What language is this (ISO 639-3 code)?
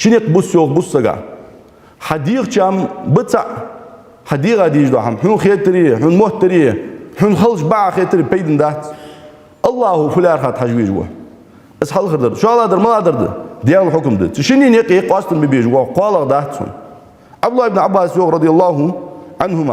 inh